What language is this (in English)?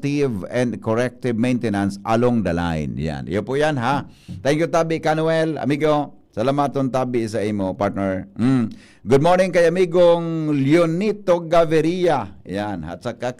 Bikol